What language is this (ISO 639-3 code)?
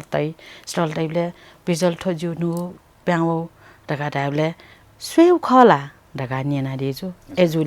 new